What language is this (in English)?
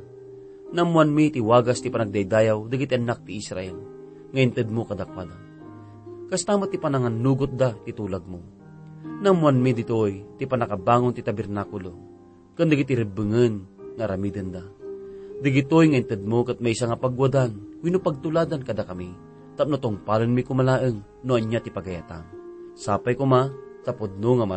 Iloko